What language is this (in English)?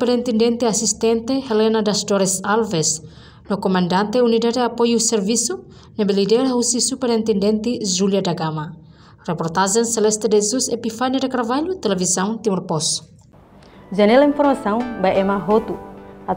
Tetum